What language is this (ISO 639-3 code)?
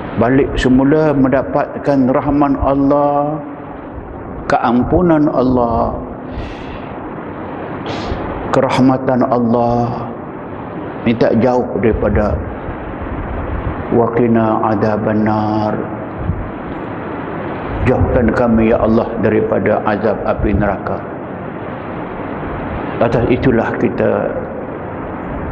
msa